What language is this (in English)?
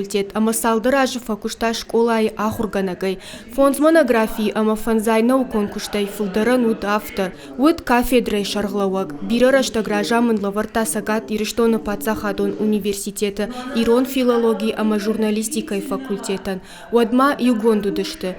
Ossetic